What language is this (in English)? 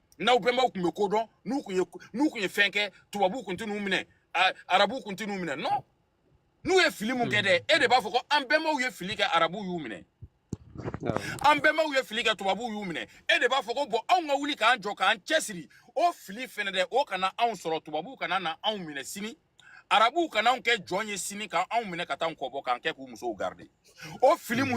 Bambara